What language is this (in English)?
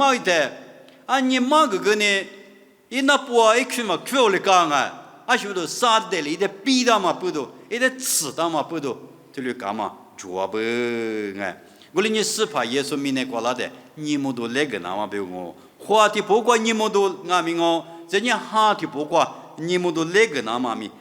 Lisu